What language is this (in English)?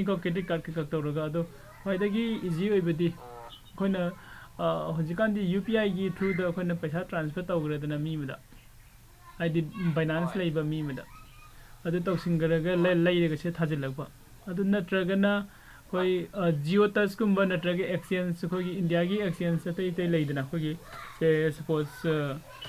Manipuri